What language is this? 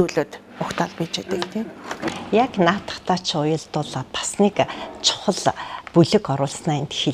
Mongolian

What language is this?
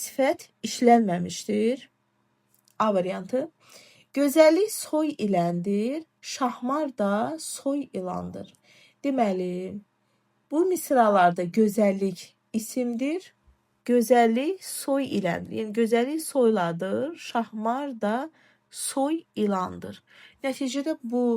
Azerbaijani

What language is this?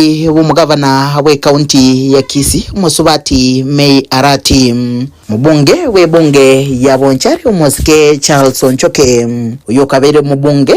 Gusii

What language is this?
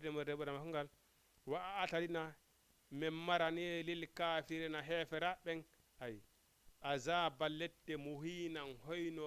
Fula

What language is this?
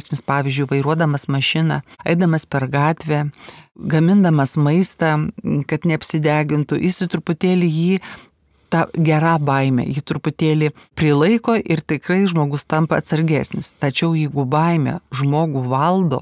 Lithuanian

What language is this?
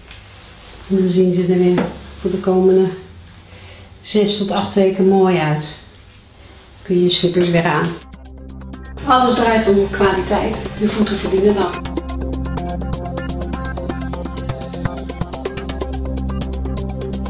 Dutch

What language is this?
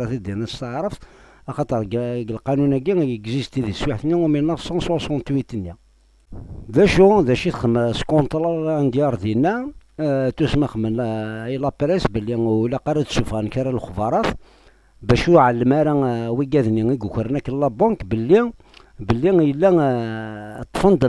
Kabyle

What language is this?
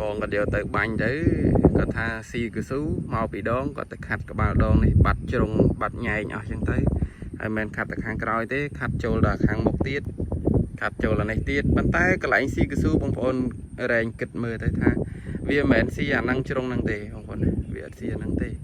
Khmer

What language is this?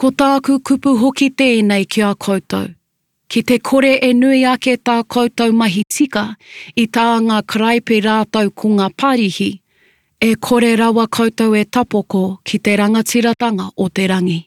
Māori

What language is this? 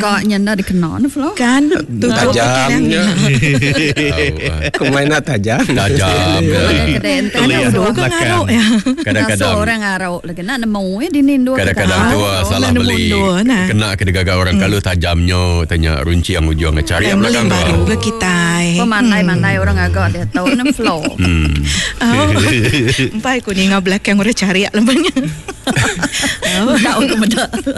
Malay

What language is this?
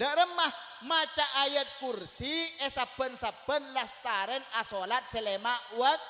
Madurese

